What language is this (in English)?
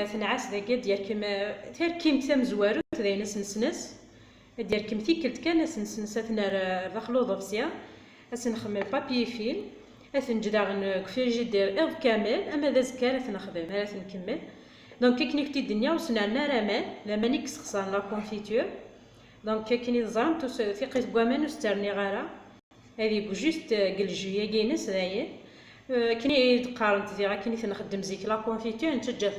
Kabyle